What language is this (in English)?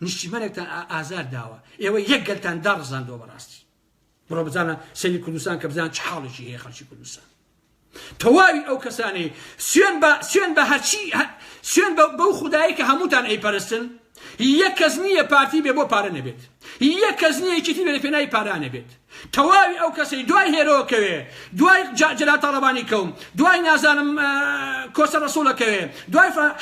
Central Kurdish